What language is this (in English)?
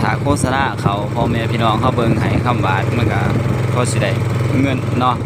Northeastern Thai